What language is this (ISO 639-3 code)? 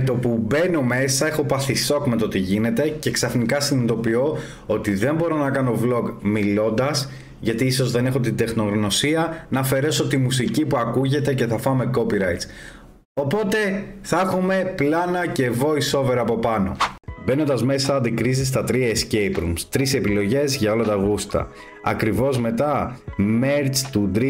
ell